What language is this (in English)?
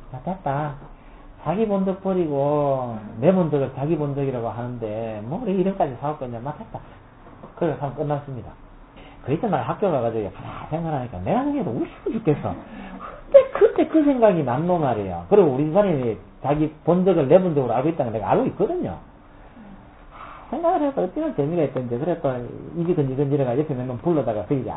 Korean